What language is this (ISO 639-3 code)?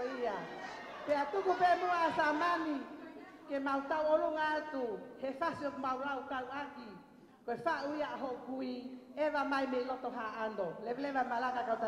ton